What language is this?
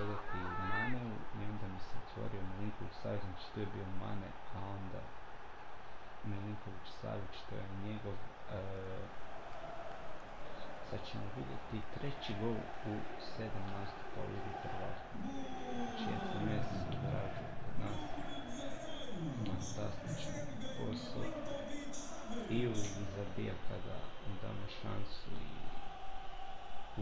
Croatian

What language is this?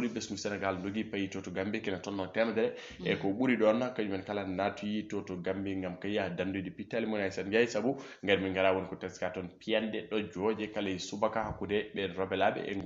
Fula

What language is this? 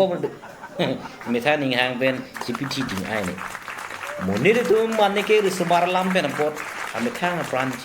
Karbi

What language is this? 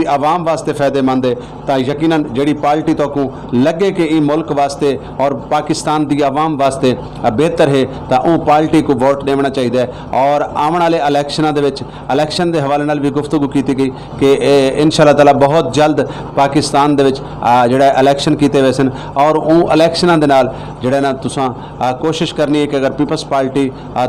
Saraiki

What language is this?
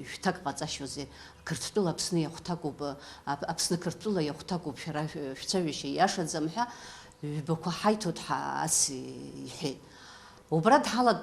Abkhazian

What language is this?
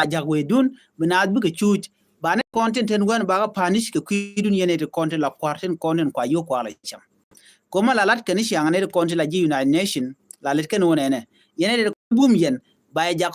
Nuer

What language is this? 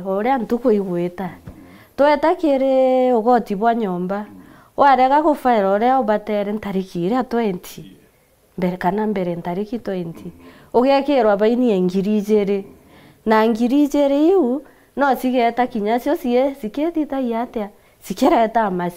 Meru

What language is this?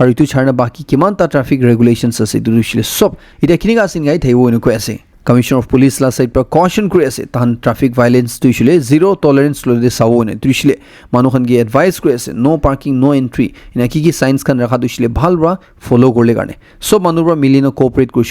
Naga Pidgin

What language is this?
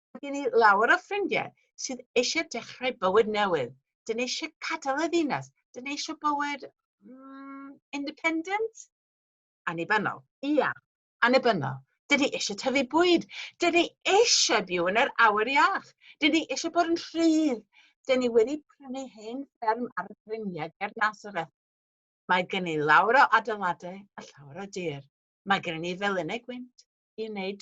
Welsh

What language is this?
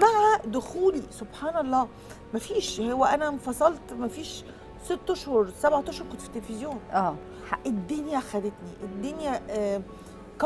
Egyptian Arabic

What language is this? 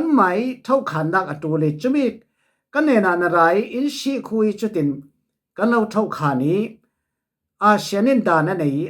Falam Chin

